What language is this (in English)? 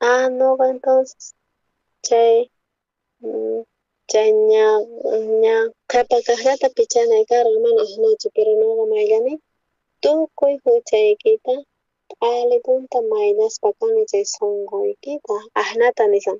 South Bolivian Quechua